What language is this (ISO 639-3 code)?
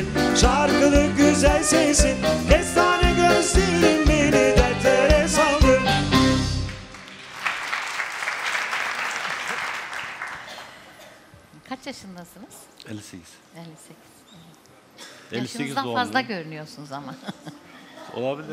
tur